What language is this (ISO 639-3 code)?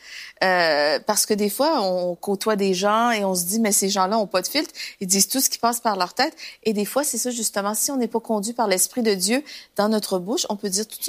fra